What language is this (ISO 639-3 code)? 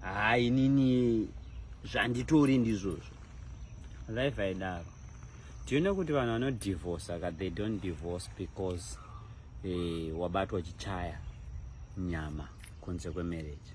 sna